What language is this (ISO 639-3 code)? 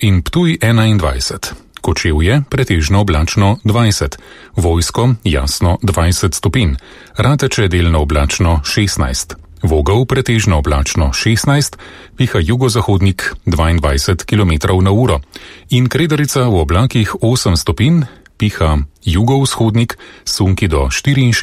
slv